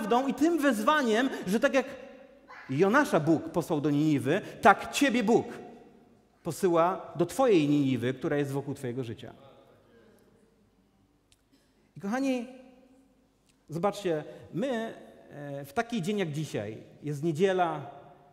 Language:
Polish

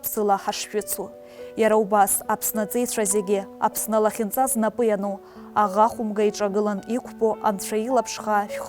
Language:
Abkhazian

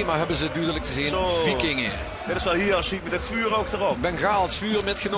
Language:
Limburgish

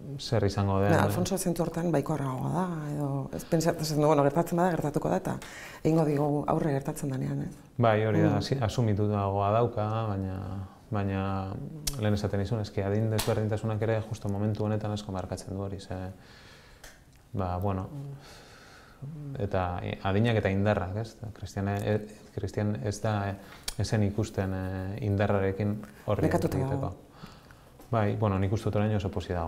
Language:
Basque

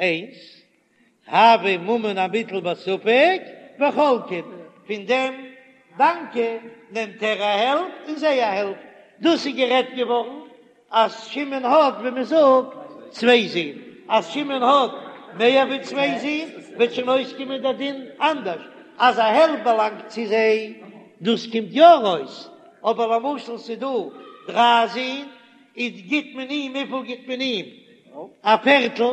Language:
Yiddish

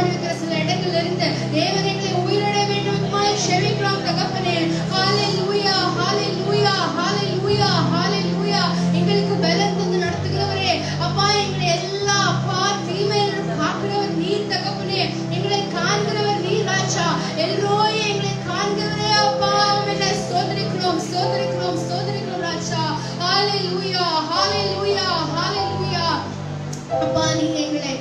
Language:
Tamil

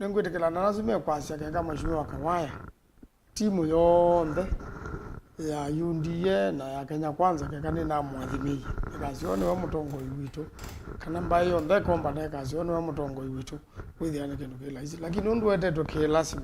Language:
Kamba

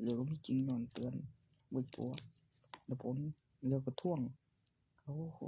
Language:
Northeastern Thai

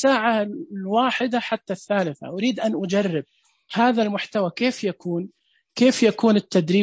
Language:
Najdi Arabic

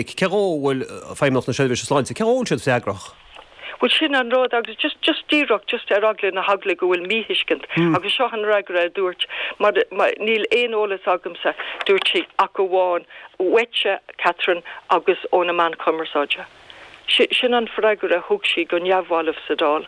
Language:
Irish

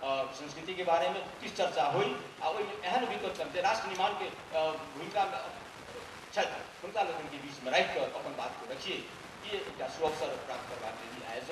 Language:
Maithili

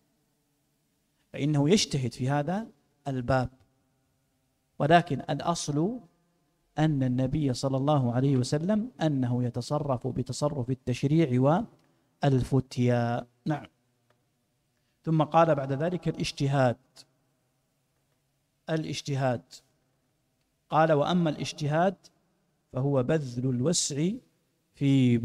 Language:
Arabic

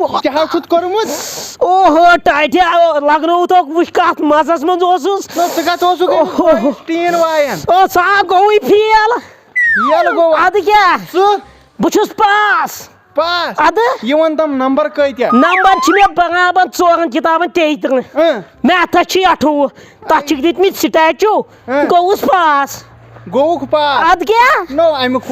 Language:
Kashmiri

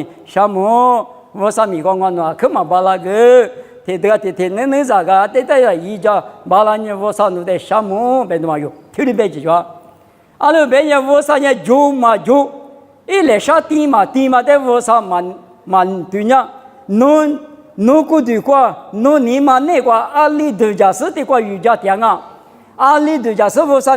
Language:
Lisu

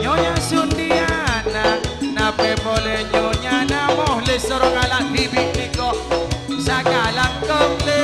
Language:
Madurese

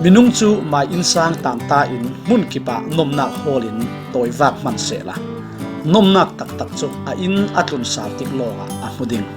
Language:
Falam Chin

